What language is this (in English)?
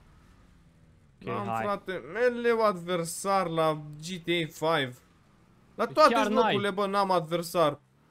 Romanian